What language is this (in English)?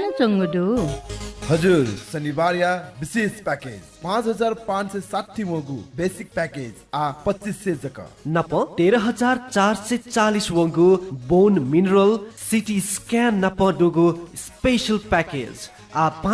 Newari